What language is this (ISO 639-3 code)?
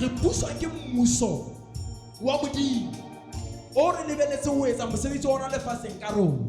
sot